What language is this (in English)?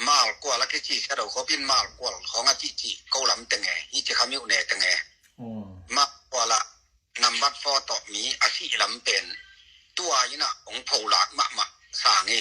Tedim Chin